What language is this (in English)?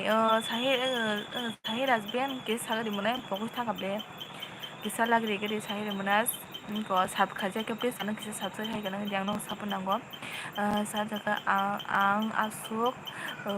Kok Borok